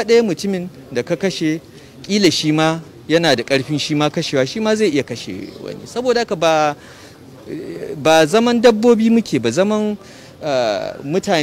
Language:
Hausa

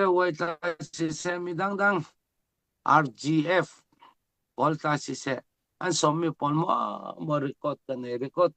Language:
Falam Chin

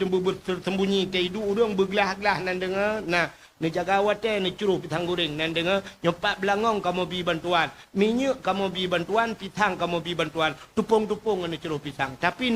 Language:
Achinese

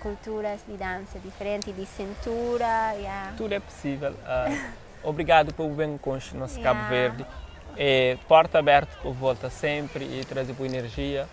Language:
Kabuverdianu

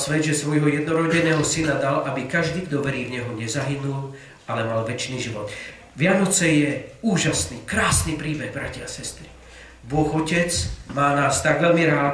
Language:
Slovak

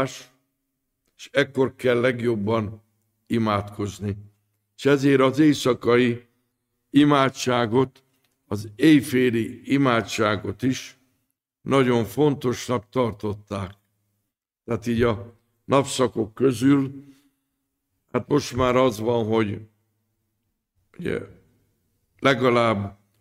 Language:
Hungarian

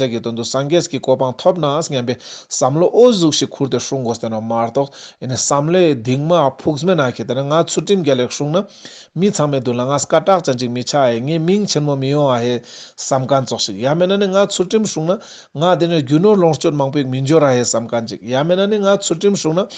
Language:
Ladakhi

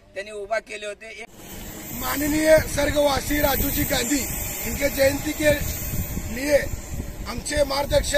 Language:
Marathi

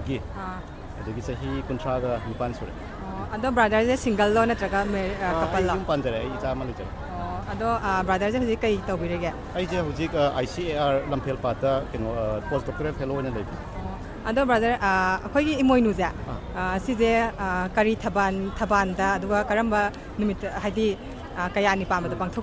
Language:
Manipuri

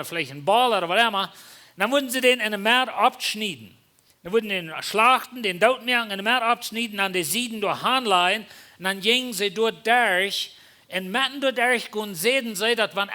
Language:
Plautdietsch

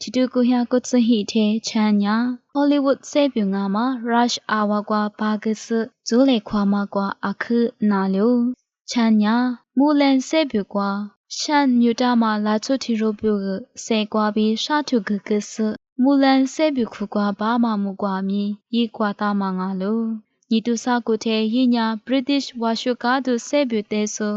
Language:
Lisu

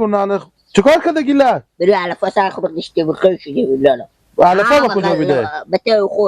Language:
Persian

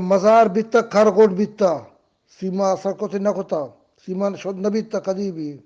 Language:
Eastern Balochi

